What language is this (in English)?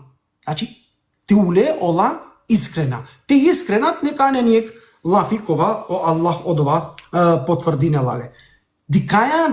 Balkan Romani